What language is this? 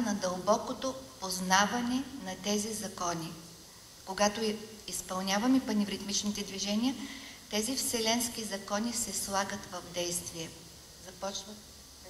Bulgarian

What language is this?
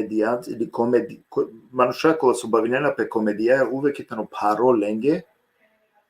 Balkan Romani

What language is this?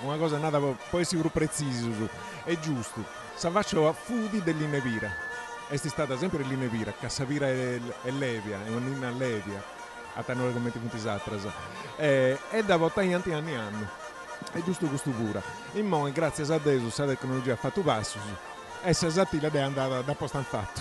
Sardinian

